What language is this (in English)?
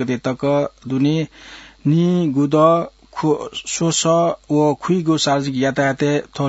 Newari